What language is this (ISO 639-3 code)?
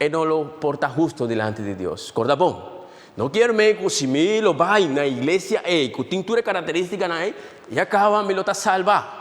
pap